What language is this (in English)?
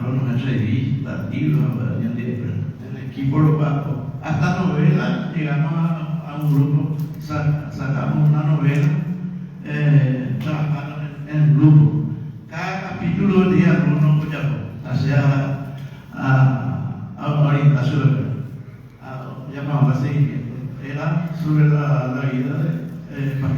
Guarani